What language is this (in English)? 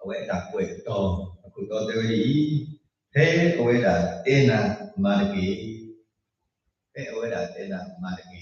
S'gaw Karen